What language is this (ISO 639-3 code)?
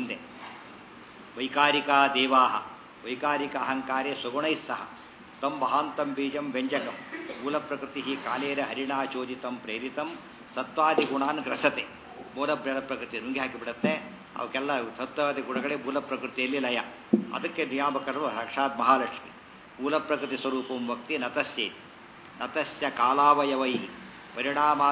kan